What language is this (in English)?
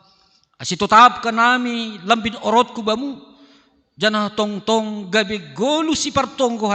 Batak Simalungun